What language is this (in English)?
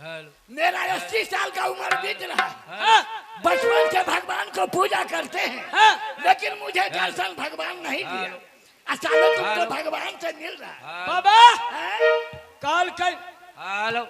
Maithili